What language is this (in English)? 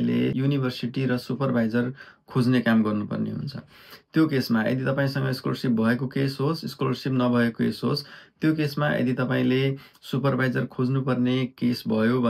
Nepali